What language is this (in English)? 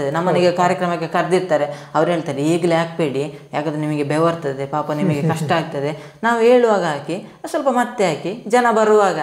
Kannada